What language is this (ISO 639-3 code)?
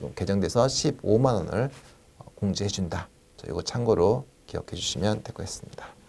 kor